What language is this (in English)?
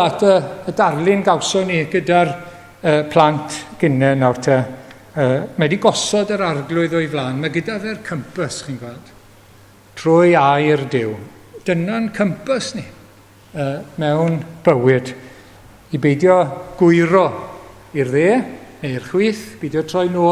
Welsh